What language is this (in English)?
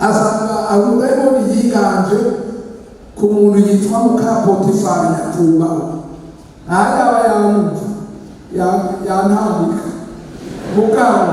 Rundi